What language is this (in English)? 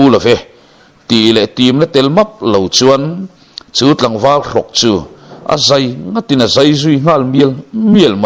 Mizo